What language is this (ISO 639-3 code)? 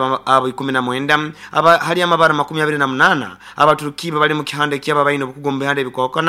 nyo